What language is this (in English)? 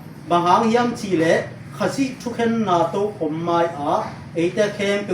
Tedim Chin